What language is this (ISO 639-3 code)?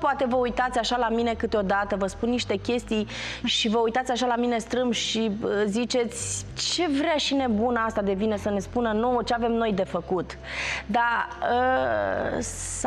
ron